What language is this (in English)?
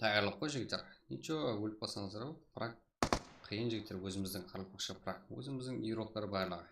Kara-Kalpak